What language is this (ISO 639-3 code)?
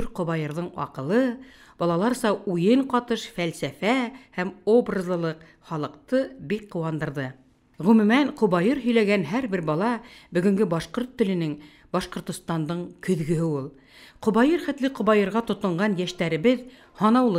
bak